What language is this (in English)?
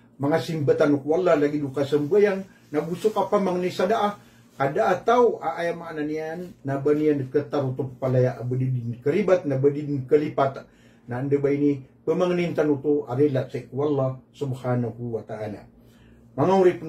Maranao